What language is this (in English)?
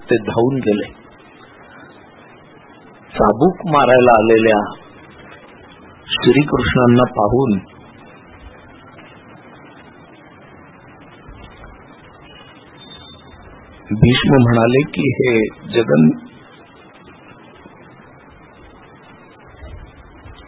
Marathi